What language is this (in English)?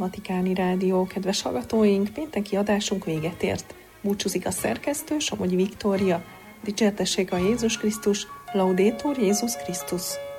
Hungarian